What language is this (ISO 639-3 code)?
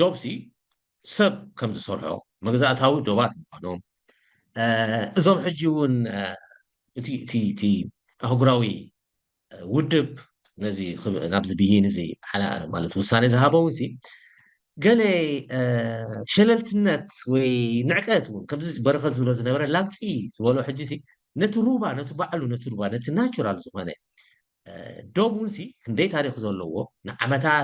tir